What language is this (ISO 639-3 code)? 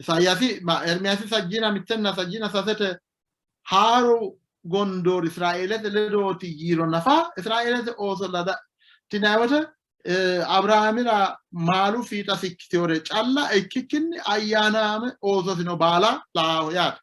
sid